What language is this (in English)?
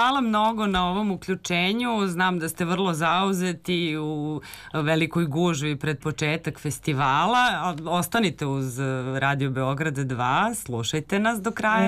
Serbian